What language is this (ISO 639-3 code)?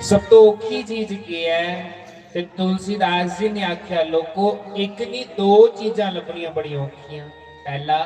doi